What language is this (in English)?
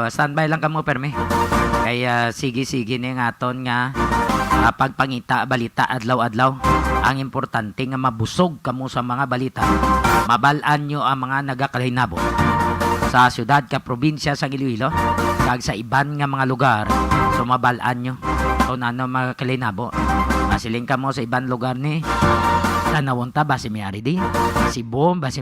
Hiligaynon